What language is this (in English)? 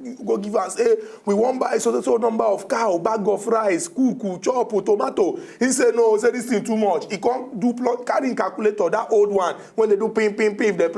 Nigerian Pidgin